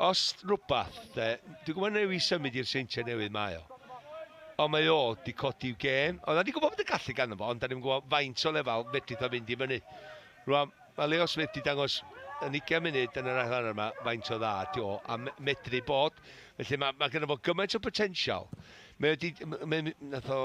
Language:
Welsh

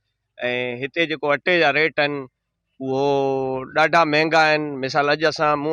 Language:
Sindhi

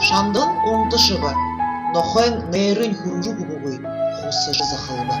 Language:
Buriat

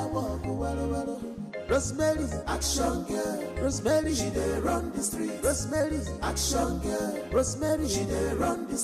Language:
Nigerian Pidgin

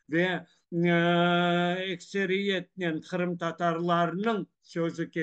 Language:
Crimean Tatar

